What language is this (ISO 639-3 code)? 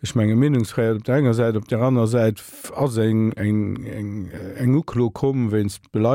ltz